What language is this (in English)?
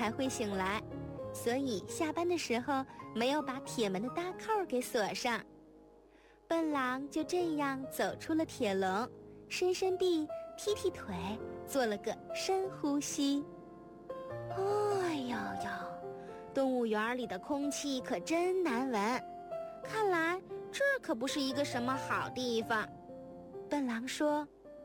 Chinese